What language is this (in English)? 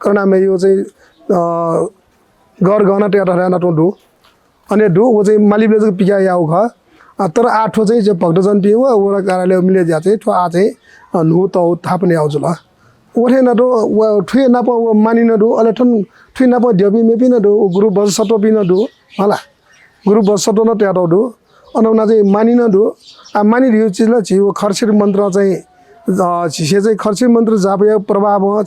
Newari